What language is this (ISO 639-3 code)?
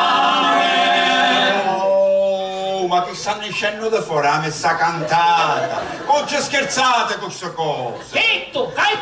scn